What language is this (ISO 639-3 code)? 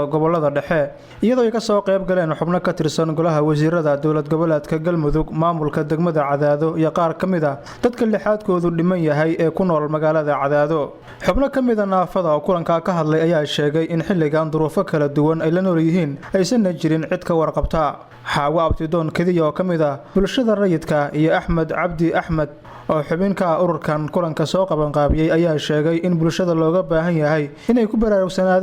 som